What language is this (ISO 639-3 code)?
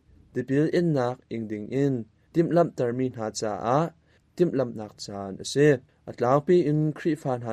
cnh